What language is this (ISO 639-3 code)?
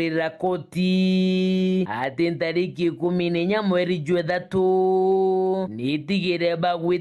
mer